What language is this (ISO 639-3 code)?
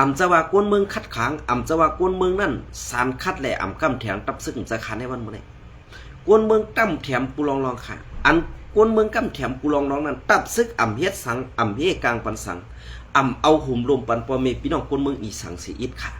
shn